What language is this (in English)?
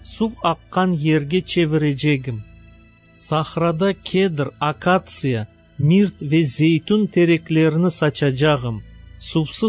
Crimean Tatar